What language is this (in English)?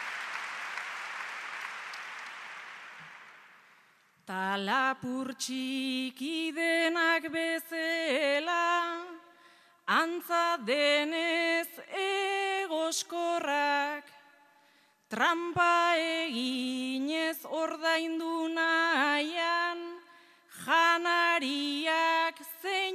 Basque